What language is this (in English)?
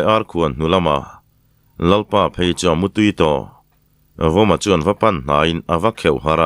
Mizo